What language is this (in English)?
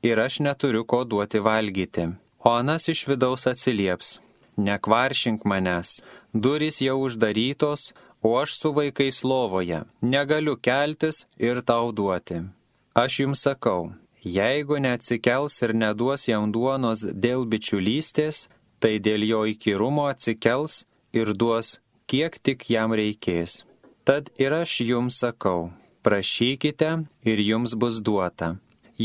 Lithuanian